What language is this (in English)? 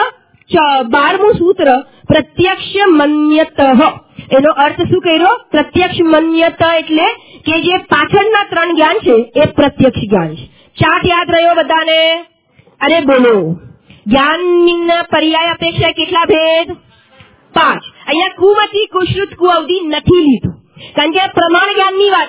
Gujarati